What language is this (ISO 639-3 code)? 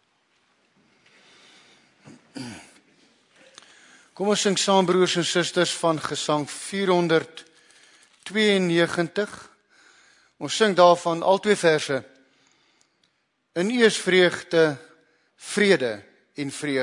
afr